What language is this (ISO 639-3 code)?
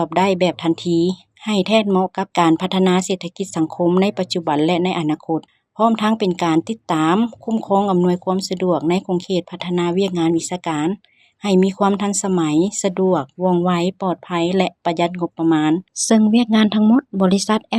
lao